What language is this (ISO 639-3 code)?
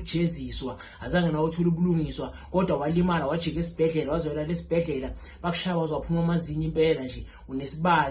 zul